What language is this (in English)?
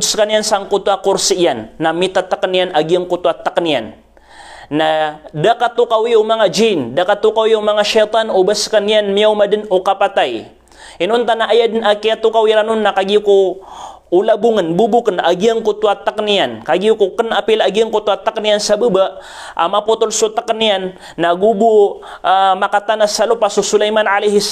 Maranao